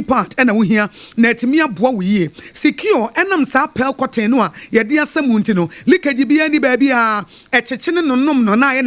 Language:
Akan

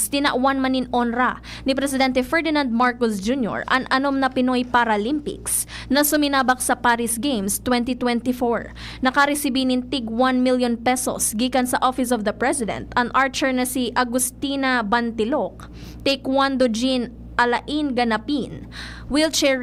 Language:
Bikol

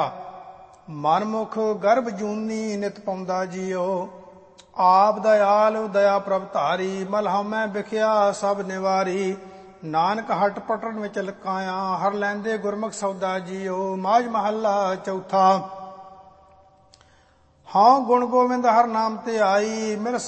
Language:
Punjabi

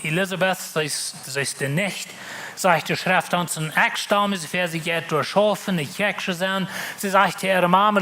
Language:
Plautdietsch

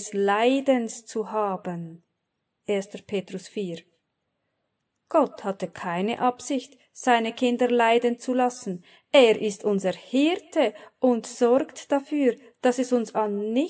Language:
German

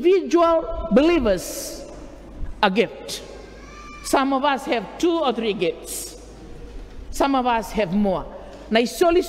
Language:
Fijian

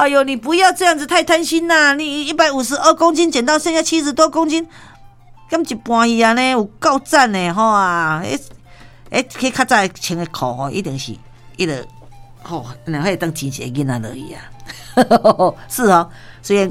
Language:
Min Nan Chinese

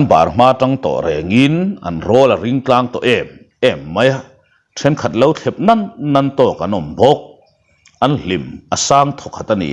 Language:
Mizo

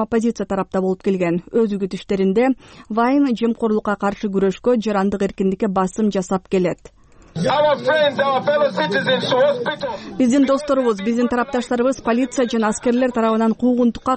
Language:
Kyrgyz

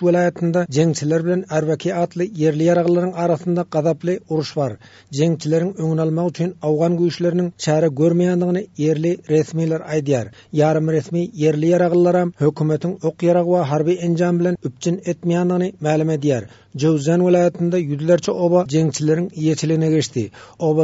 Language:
Turkmen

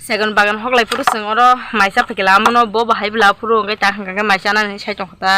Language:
Kok Borok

